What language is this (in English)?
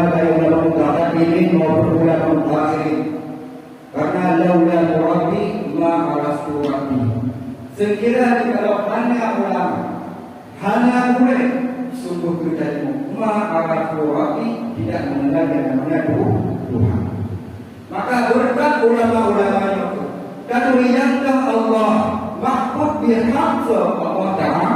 Achinese